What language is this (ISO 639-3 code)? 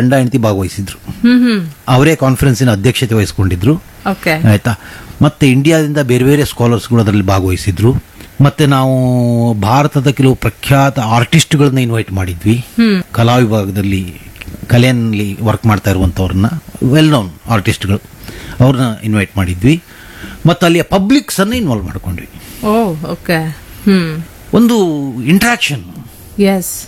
kan